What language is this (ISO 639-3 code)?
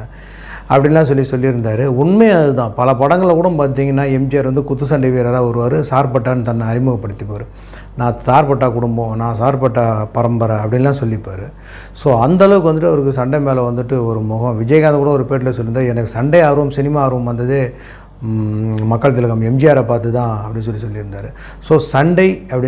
tam